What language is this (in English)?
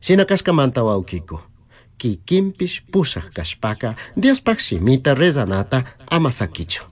Chimborazo Highland Quichua